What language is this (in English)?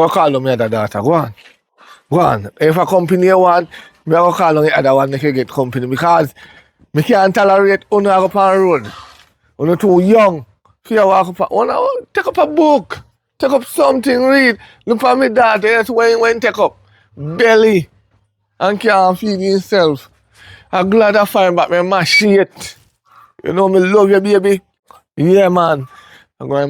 Jamaican Creole English